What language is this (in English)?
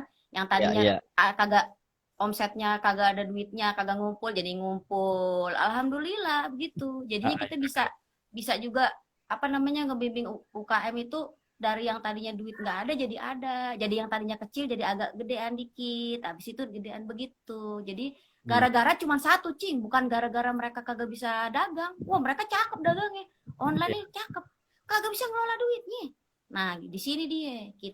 Betawi